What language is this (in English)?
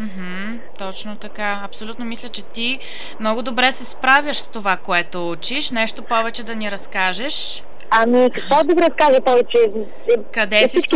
Bulgarian